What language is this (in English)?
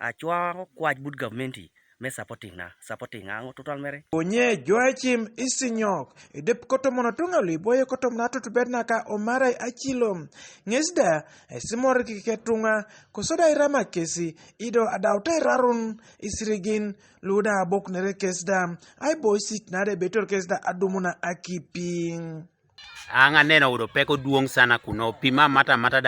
Teso